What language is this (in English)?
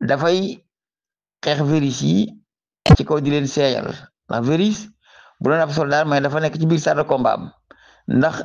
Wolof